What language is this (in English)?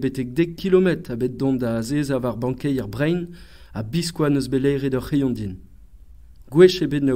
Breton